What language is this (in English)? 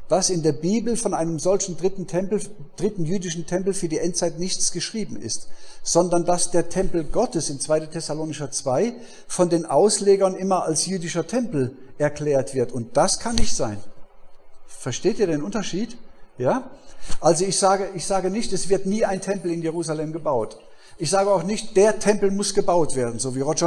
German